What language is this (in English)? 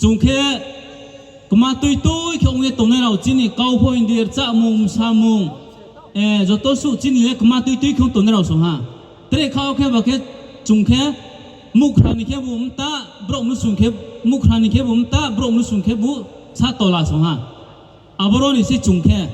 Riang (India)